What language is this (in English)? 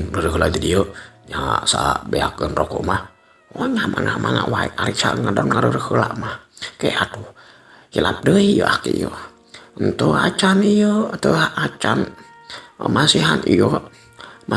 Sundanese